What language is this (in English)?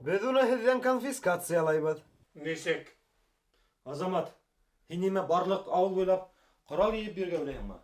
Bashkir